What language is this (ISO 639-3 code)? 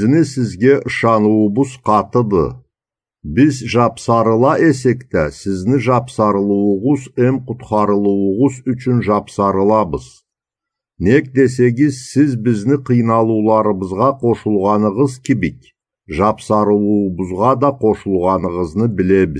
krc